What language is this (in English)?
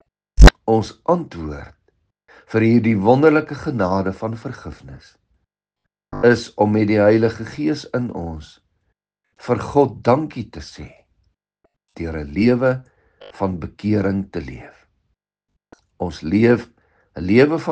Afrikaans